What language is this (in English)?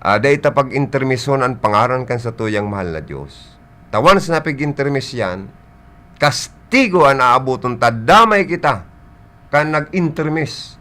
Bikol